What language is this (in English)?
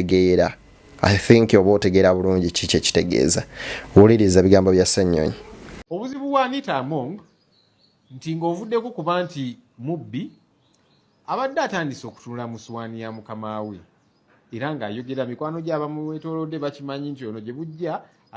Ganda